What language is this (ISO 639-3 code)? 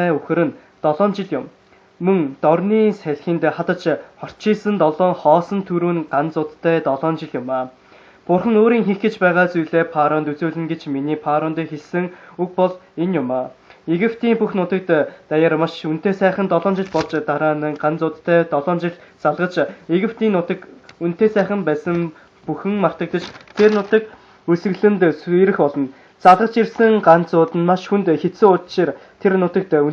mon